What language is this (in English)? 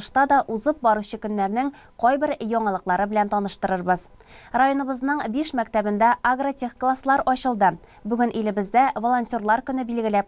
Tatar